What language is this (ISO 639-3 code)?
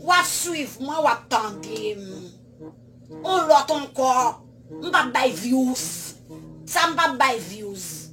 hat